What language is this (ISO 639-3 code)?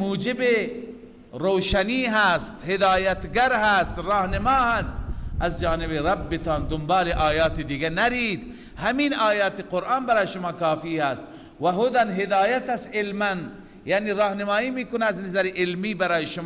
fas